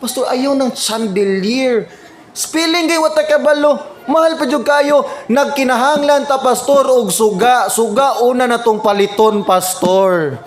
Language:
Cebuano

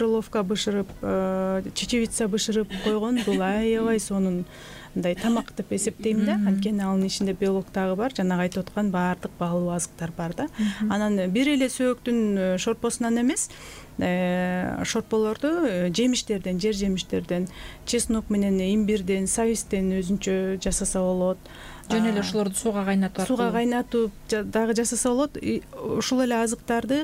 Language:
Kyrgyz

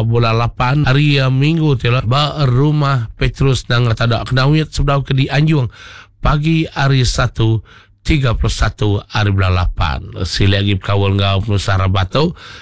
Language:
Iban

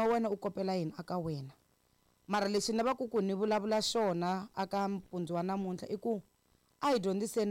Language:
Tsonga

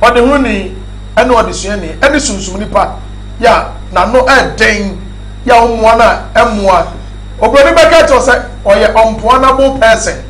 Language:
Akan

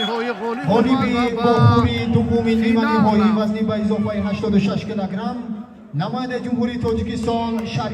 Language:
Tajik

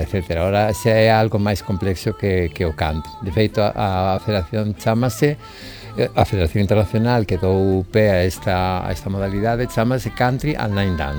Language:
Galician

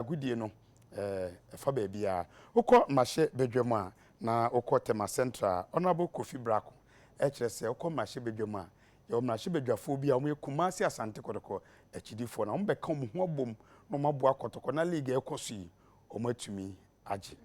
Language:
Akan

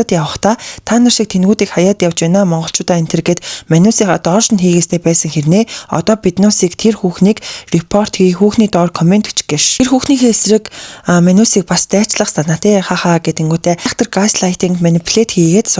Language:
Mongolian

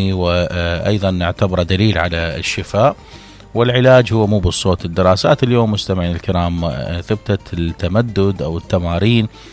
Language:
Mesopotamian Arabic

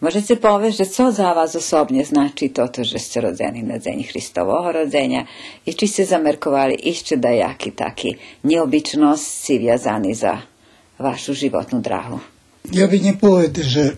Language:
Rusyn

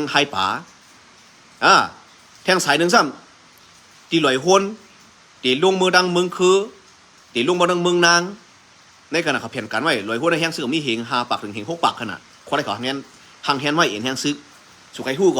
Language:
Shan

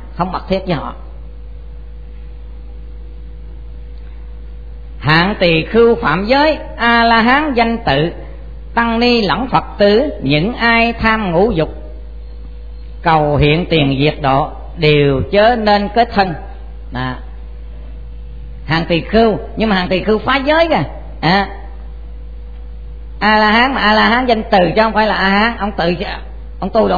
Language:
Vietnamese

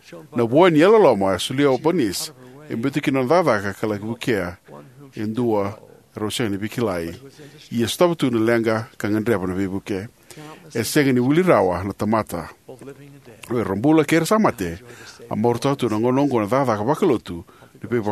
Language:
Fijian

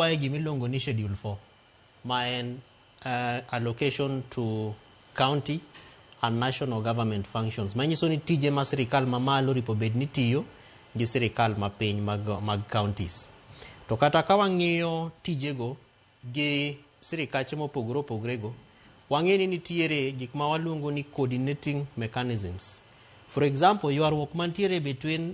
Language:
Luo (Kenya and Tanzania)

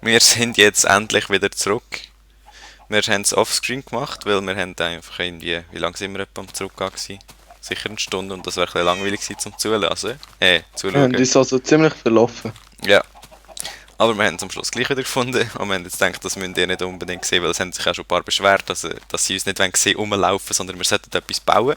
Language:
Swiss German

